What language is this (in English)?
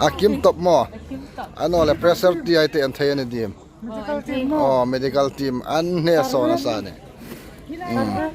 Hmar